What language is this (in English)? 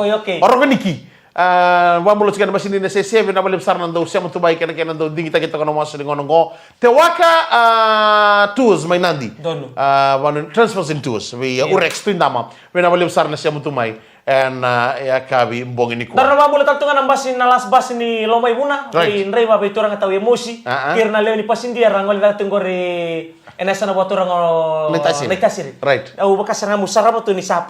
Fijian